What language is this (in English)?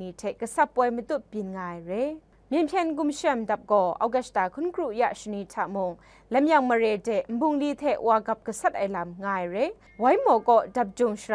Kachin